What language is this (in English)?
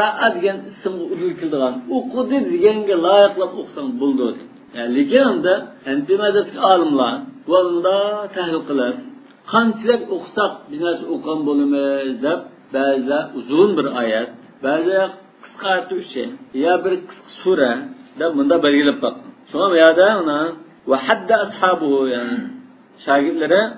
Uyghur